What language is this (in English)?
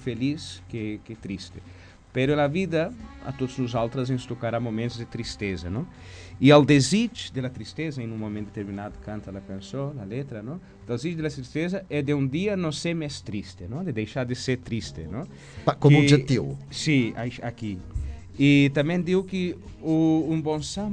Catalan